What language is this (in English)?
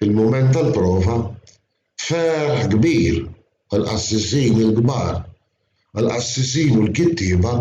Maltese